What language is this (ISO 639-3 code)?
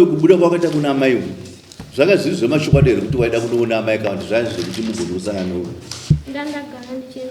sna